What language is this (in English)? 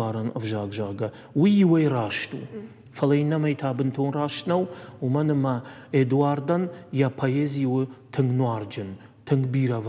Ossetic